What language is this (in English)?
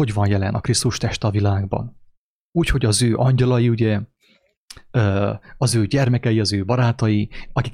Hungarian